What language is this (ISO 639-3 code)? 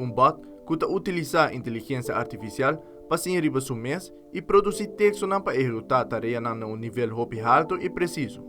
pap